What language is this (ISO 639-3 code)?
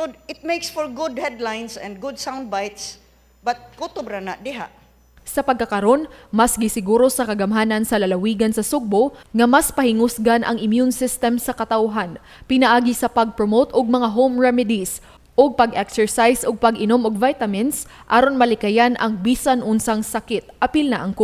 ceb